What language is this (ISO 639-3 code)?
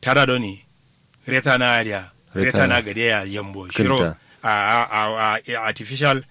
kau